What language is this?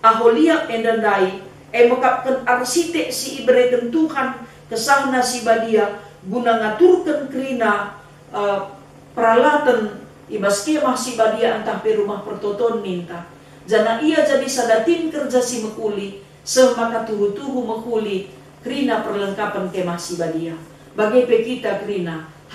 Batak Karo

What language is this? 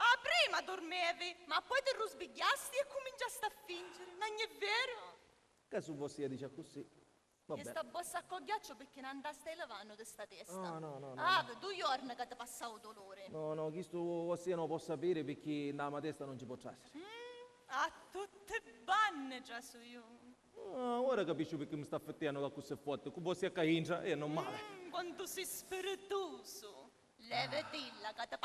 Sicilian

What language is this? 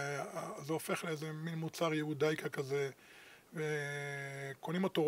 Hebrew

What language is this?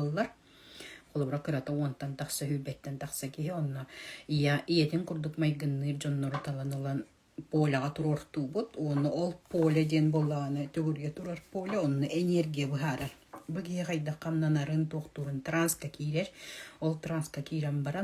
Yakut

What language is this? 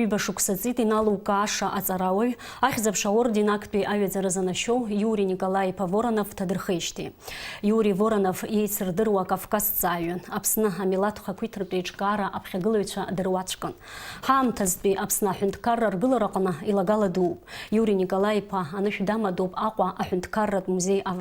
Abkhazian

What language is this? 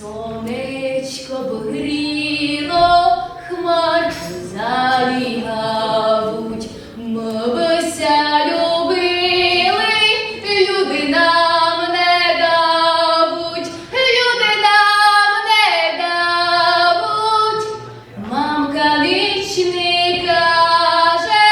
Rusyn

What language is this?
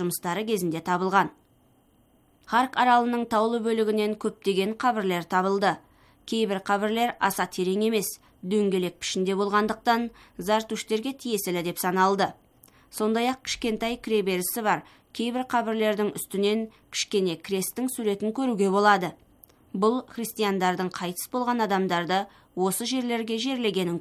Kazakh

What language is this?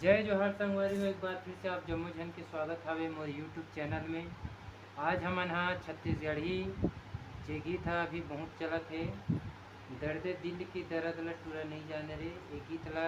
Chhattisgarhi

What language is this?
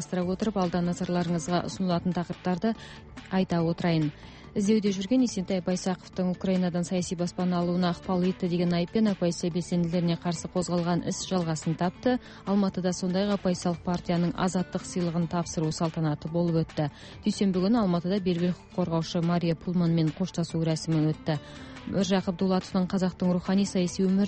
Kazakh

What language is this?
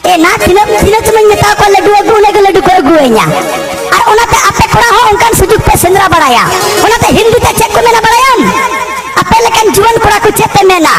Santali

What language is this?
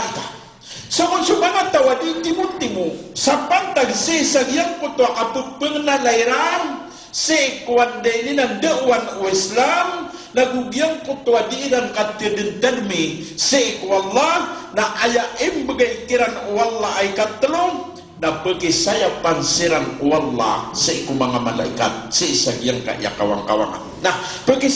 Maranao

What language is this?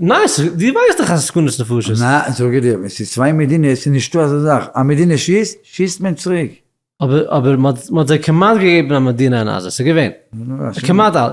Yiddish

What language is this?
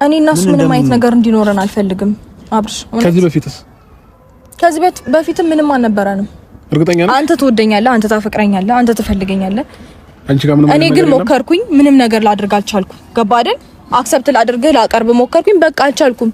Amharic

